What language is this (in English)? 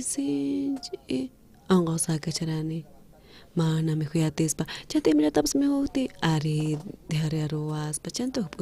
South Bolivian Quechua